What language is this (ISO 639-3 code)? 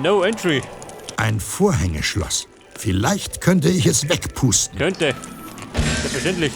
bar